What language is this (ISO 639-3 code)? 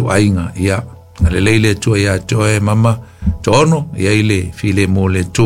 smo